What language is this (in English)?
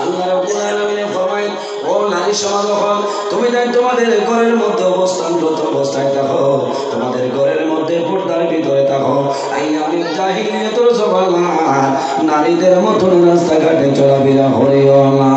Sylheti